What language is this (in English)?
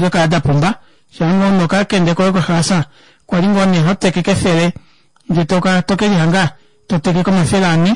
Kuanyama